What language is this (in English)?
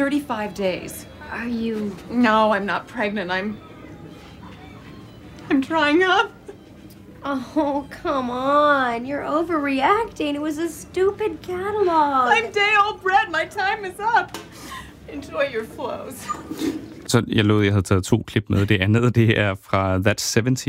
Danish